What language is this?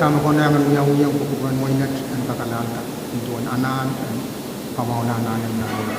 Pohnpeian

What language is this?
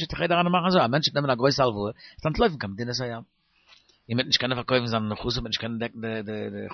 Yiddish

